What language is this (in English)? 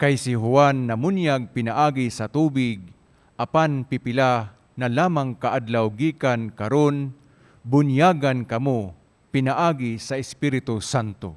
Cebuano